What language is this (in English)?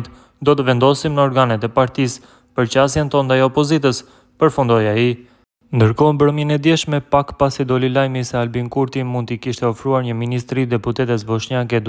Albanian